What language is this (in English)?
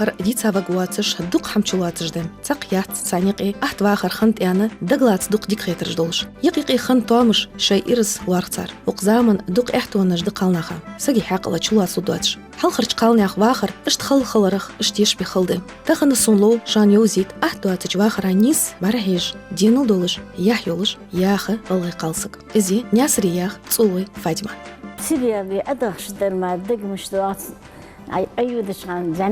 Ingush